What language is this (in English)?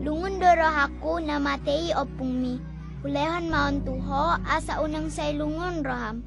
Batak Toba